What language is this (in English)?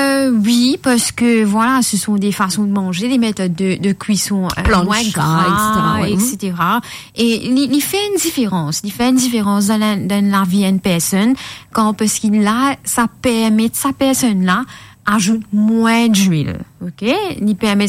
Morisyen